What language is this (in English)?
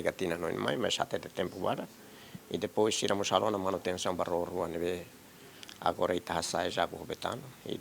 Tetum